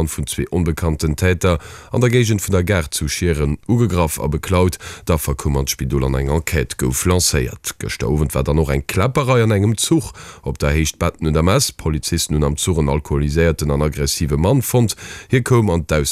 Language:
Luxembourgish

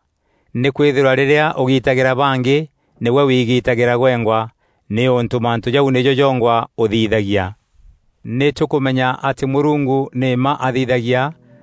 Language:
Meru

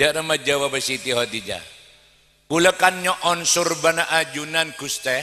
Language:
Madurese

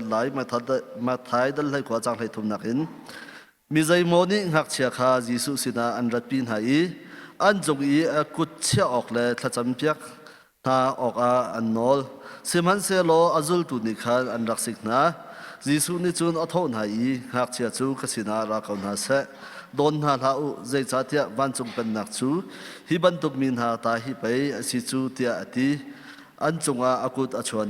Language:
Hakha Chin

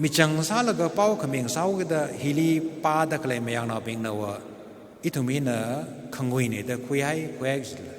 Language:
Tangkhul Naga (India)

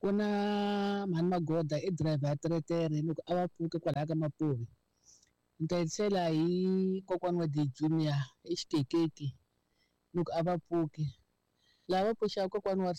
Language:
Tsonga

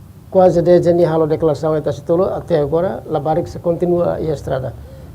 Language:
Tetum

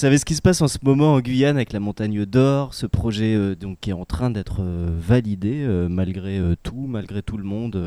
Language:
French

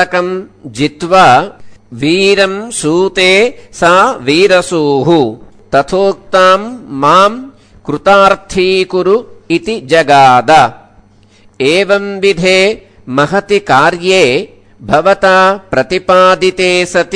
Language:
Sanskrit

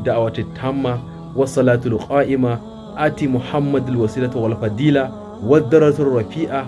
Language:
Hausa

